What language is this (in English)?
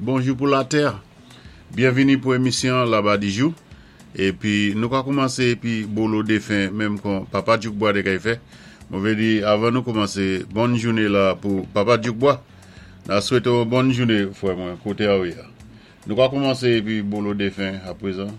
Saint Lucian Creole French